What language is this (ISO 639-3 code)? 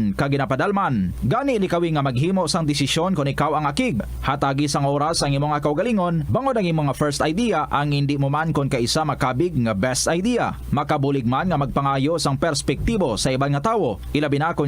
hil